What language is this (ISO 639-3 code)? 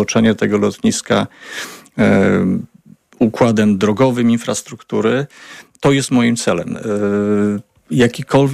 pol